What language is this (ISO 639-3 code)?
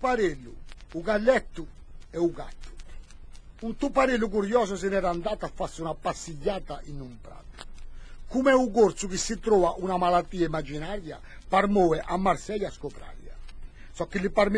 cos